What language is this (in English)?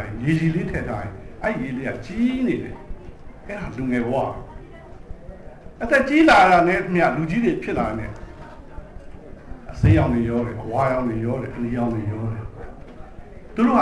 Burmese